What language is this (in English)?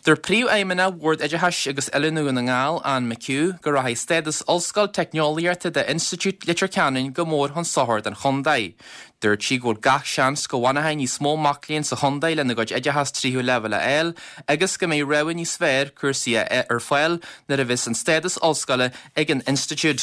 Irish